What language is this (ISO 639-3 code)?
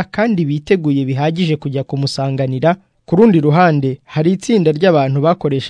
kin